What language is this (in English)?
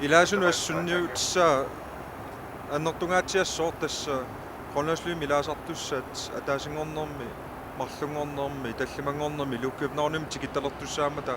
Kalaallisut